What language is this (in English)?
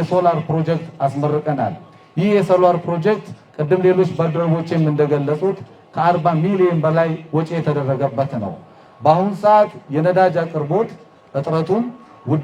Amharic